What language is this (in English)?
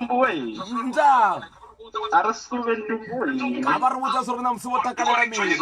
Venda